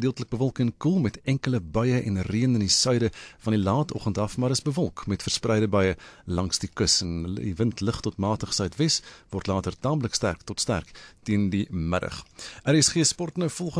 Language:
Afrikaans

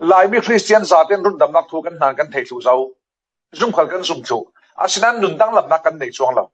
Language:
Falam Chin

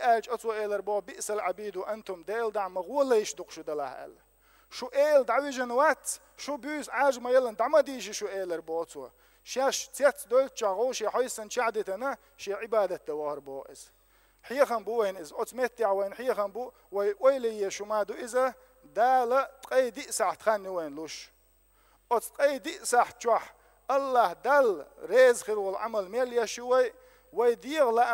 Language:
Chechen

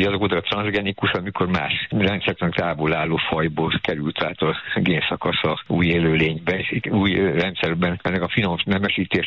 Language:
Hungarian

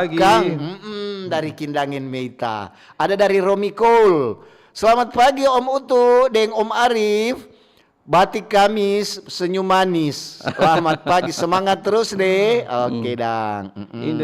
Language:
Manado Malay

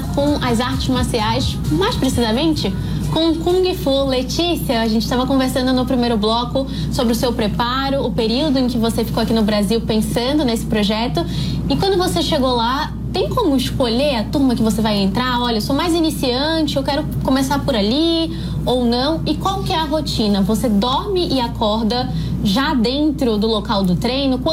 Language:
Portuguese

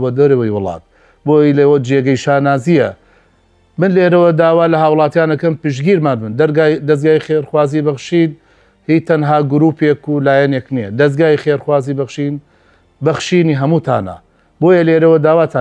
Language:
Central Kurdish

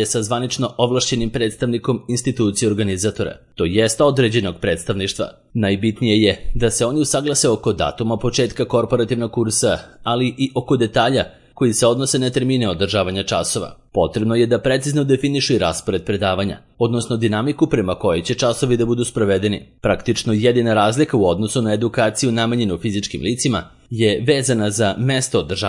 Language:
Serbian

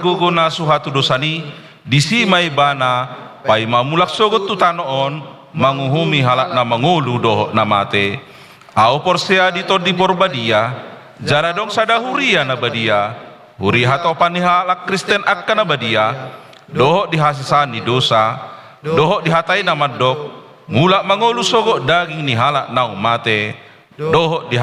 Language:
Batak Toba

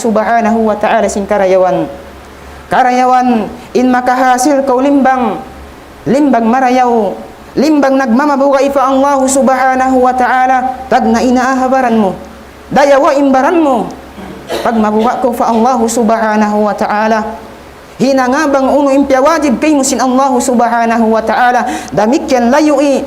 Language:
Tausug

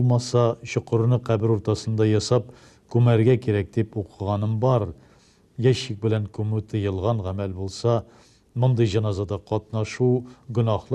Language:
Tatar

